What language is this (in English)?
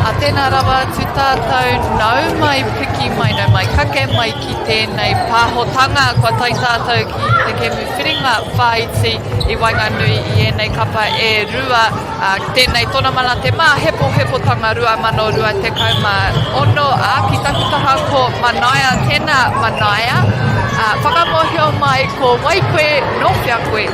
Māori